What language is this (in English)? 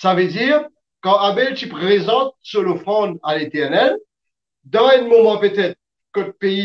Morisyen